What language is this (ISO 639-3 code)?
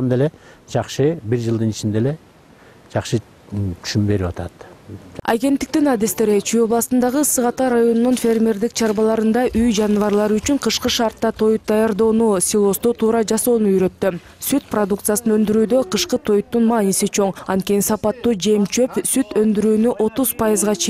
kir